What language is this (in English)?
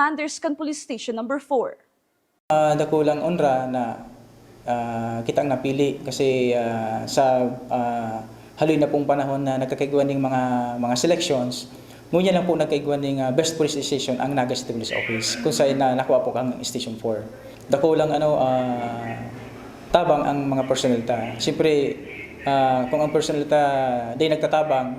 Bikol